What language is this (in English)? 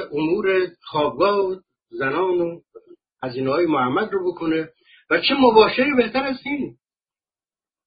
Persian